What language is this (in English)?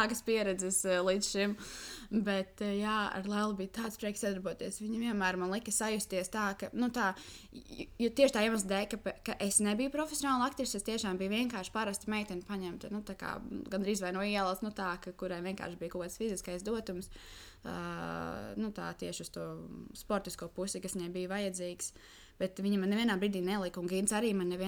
Latvian